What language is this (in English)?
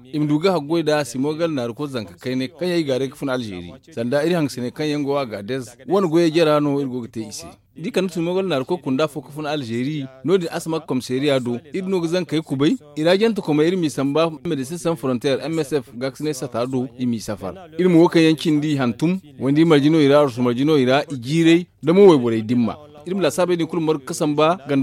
Zarma